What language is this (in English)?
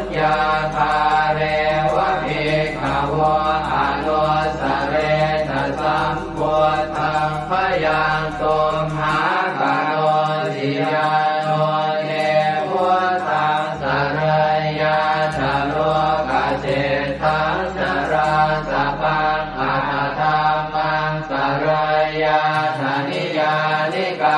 Pali